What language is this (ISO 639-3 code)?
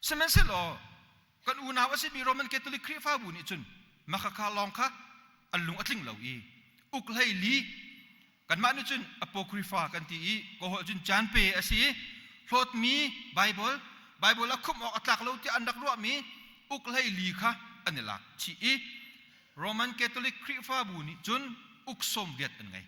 cnh